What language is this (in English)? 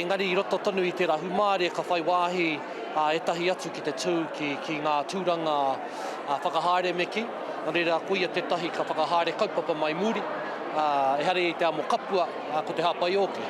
Māori